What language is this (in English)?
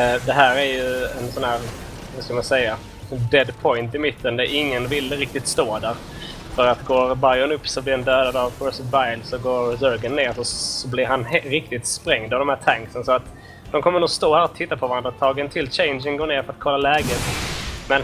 Swedish